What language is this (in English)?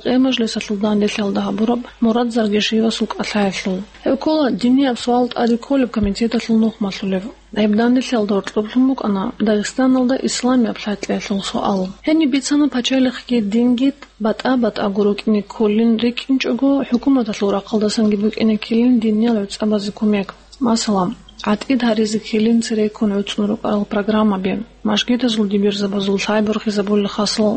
Avaric